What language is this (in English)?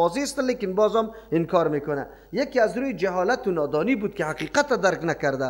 Persian